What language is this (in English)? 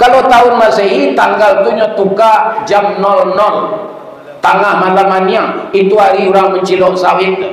Minangkabau